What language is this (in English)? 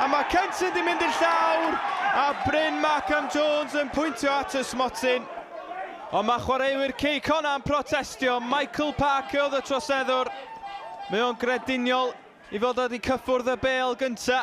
Welsh